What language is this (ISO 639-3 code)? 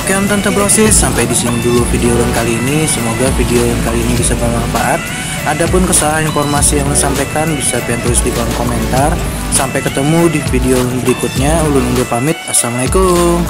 bjn